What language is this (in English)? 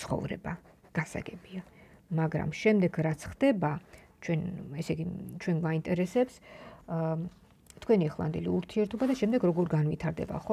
Georgian